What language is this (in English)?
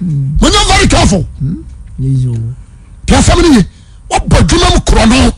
Akan